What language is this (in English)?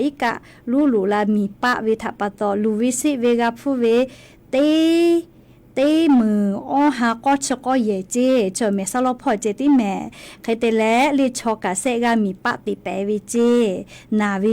Lahu